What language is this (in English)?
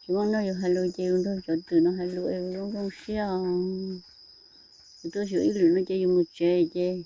Hmong